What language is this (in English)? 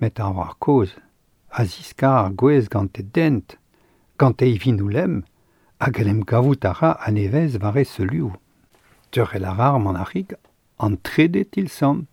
Breton